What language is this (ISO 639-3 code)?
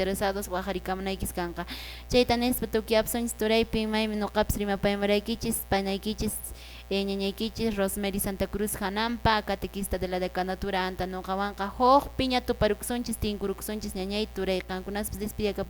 que